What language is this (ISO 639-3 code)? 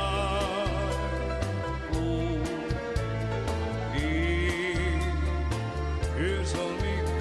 fin